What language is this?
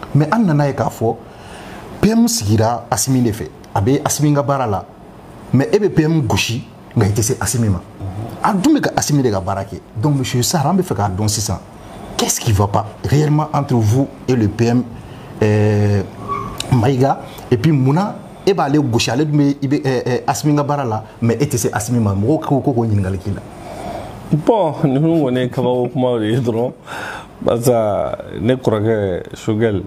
Bambara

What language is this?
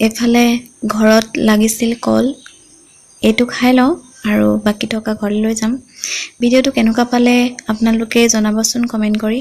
Assamese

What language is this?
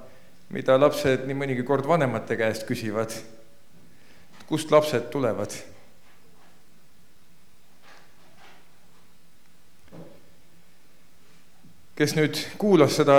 Estonian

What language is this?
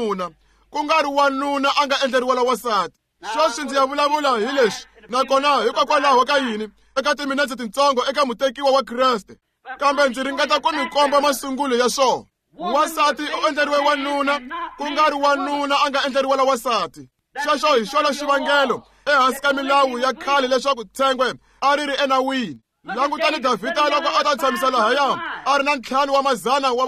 Tsonga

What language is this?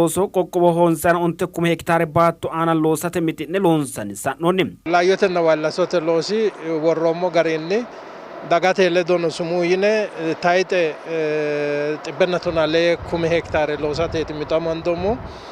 Sidamo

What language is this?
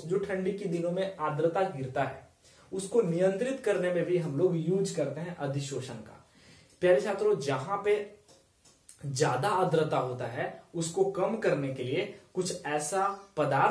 Hindi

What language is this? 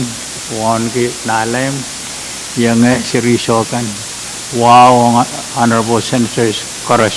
Pohnpeian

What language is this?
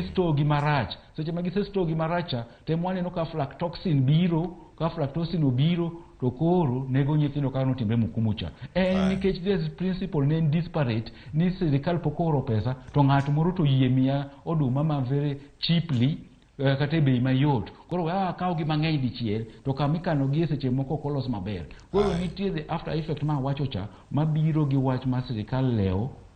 Luo (Kenya and Tanzania)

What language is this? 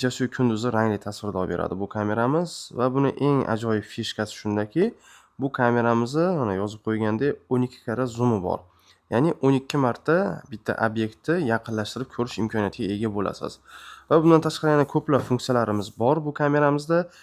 Uzbek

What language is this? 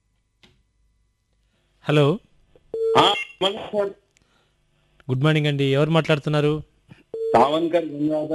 Telugu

